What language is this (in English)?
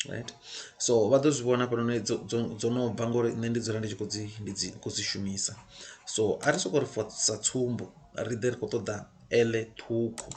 Venda